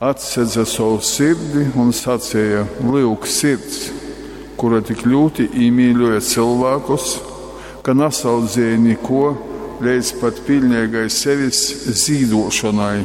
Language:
Latgalian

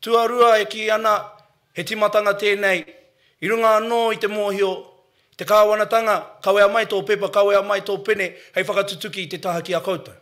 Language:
Māori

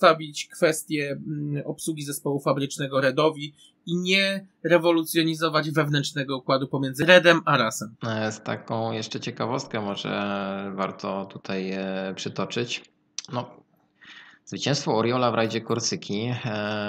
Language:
Polish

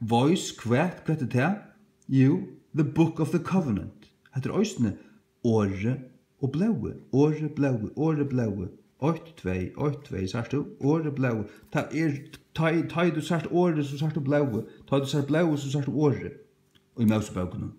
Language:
Faroese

